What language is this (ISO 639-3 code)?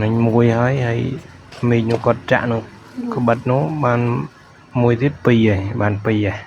khm